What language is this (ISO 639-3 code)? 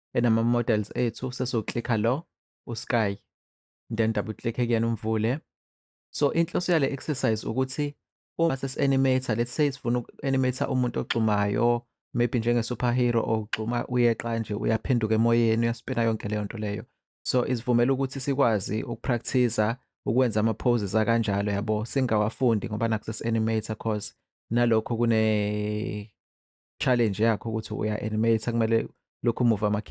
zul